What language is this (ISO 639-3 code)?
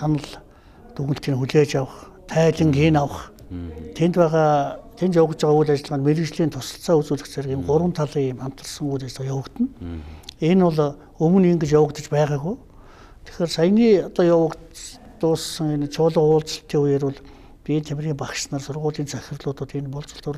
mon